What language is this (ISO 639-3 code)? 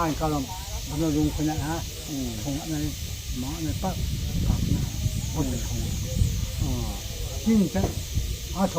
ria